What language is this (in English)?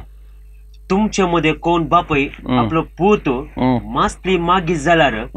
Konkani